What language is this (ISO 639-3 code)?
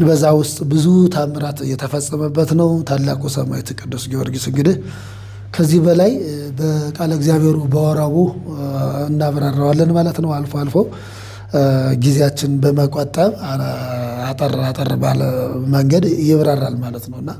amh